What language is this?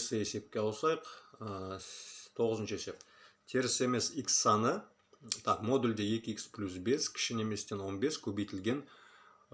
Kazakh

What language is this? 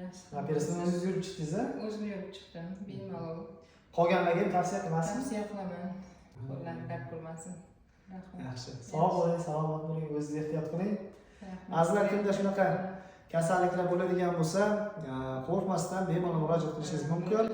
Uzbek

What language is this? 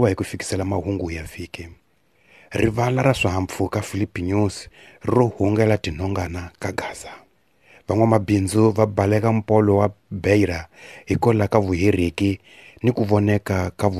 Tsonga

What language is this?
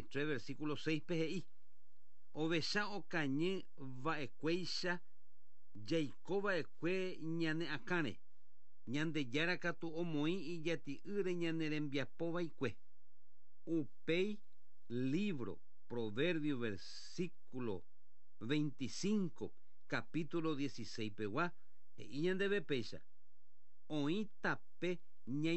Guarani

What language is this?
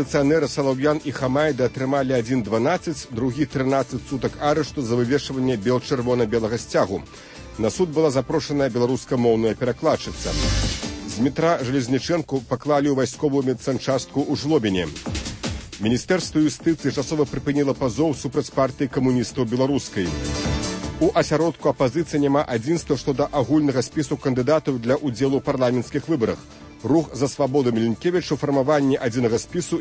Belarusian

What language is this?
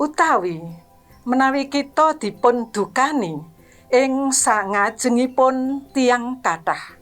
Javanese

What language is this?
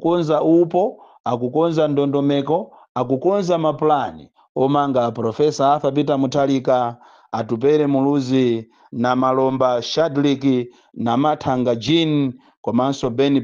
Nyanja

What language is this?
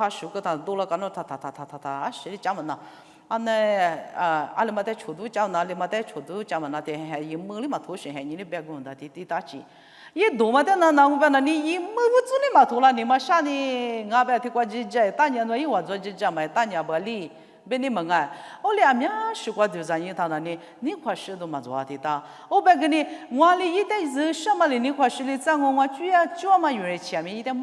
Lisu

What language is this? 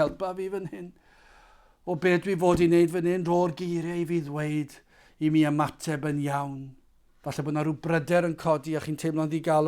Welsh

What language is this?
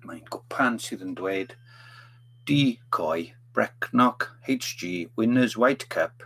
Welsh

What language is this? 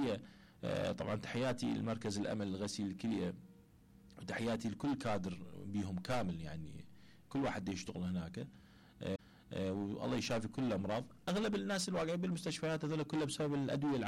Mesopotamian Arabic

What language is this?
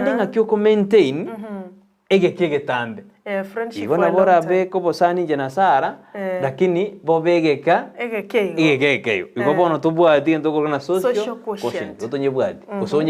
Gusii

